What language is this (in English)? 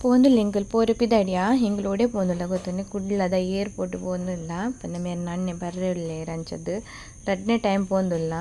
Tulu